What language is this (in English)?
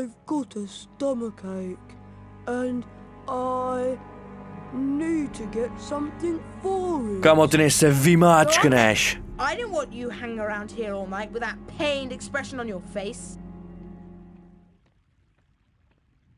Czech